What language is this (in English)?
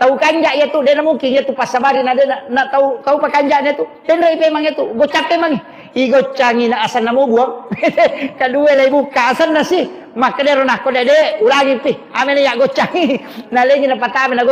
Buginese